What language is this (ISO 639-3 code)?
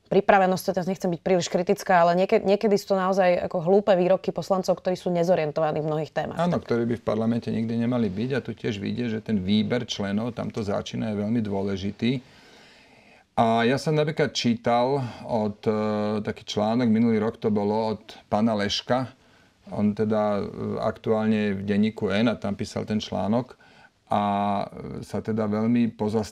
slk